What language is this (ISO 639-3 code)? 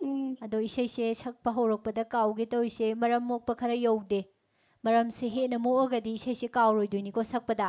mni